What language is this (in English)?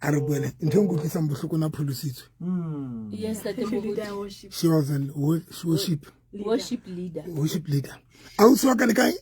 Southern Sotho